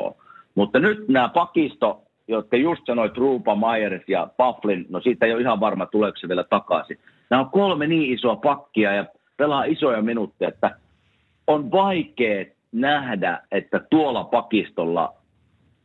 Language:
Finnish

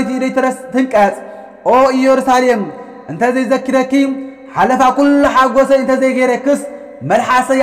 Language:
Tigrinya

